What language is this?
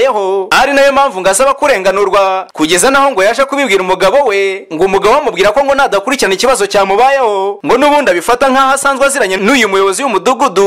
Kinyarwanda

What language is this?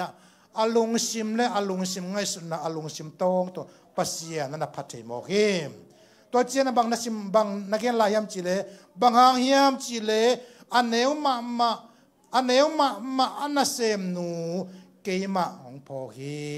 Tedim Chin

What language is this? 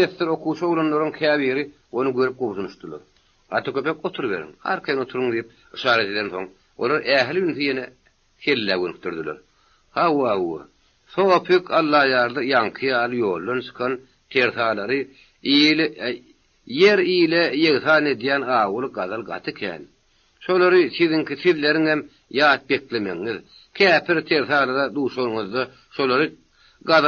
Turkmen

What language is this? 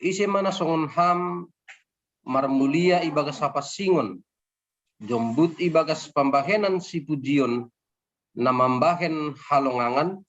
Batak Simalungun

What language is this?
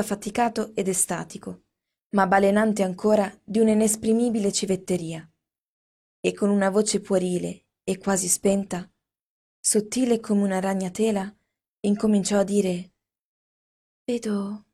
Italian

